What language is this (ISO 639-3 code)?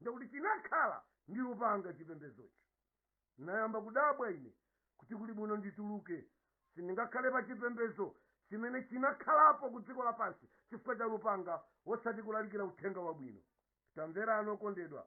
nya